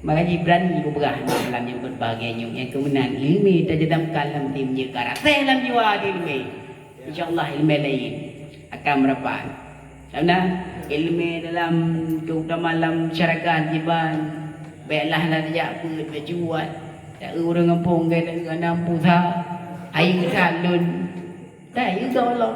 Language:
Achinese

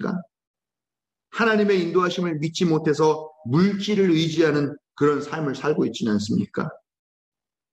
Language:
Korean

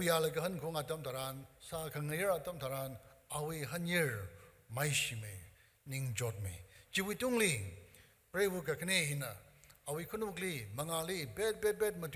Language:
Tangkhul Naga (India)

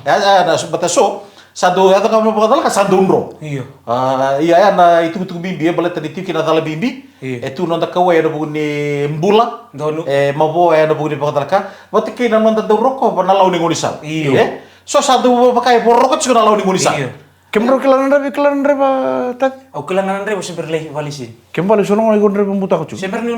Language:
Fijian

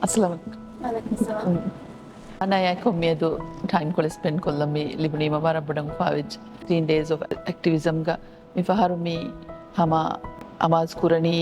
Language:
Divehi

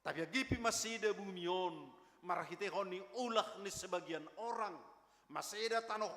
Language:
Batak Simalungun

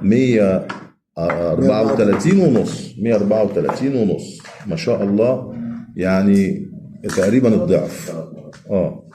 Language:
Egyptian Arabic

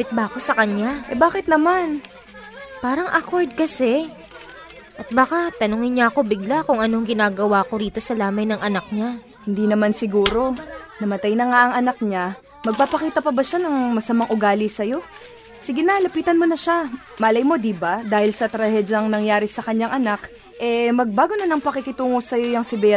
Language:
Filipino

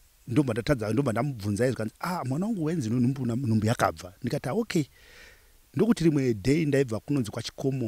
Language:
Shona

